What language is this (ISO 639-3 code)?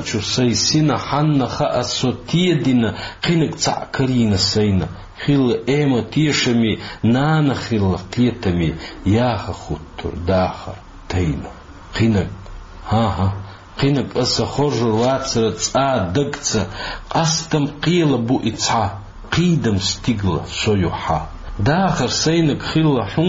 che